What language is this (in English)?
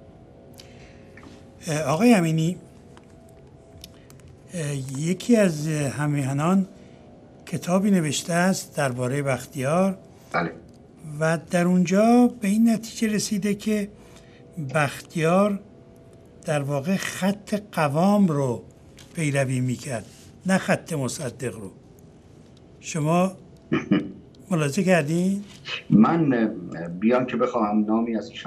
Persian